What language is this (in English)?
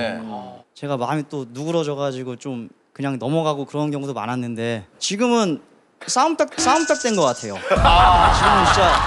Korean